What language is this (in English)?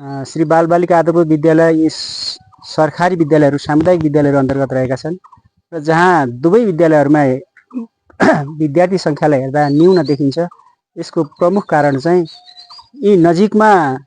Nepali